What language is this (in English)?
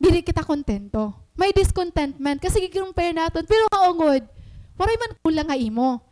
Waray